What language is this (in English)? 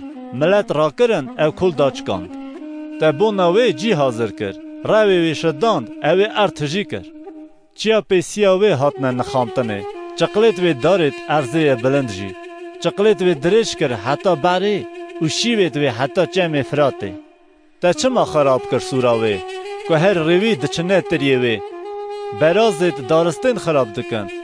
Kurdish